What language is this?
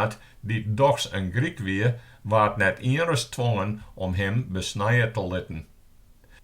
Western Frisian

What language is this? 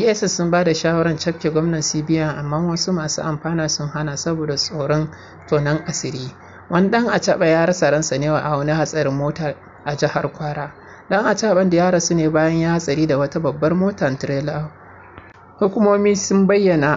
Hausa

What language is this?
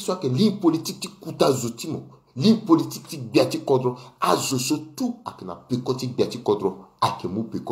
Sango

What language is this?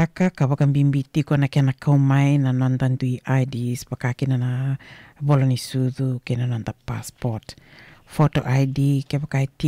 Fijian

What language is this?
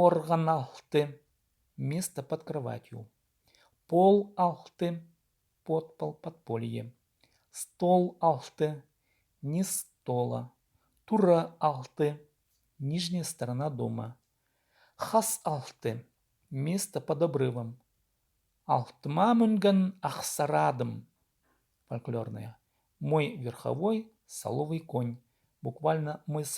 Khakas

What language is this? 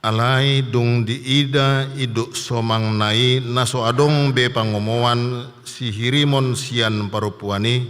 Batak Toba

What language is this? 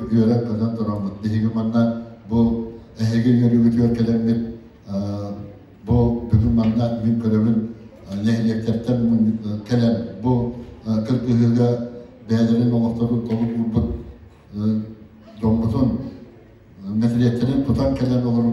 Yakut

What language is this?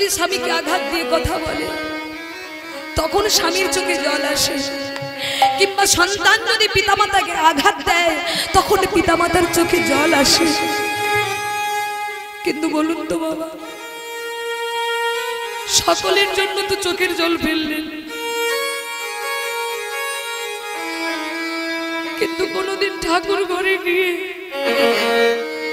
Bangla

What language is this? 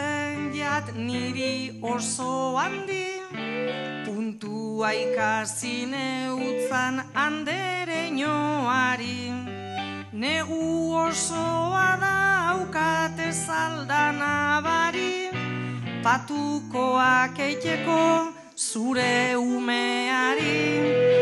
Basque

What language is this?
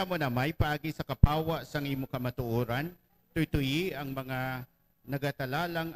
Hiligaynon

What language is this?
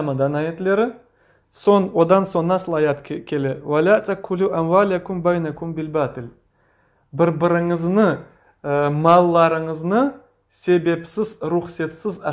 Crimean Tatar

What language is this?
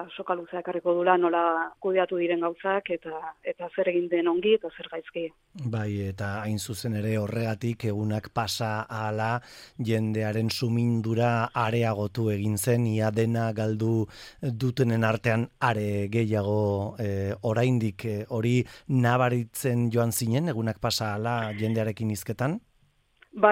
Basque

